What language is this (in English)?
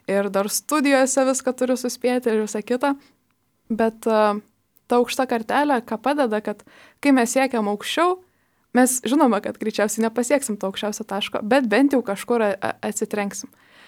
Lithuanian